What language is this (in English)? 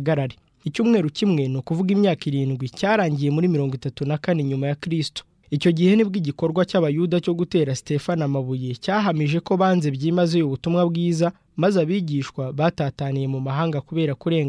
Kinyarwanda